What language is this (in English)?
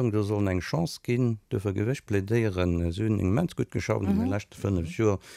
Luxembourgish